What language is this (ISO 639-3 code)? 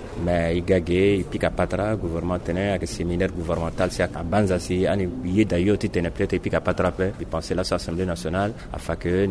sag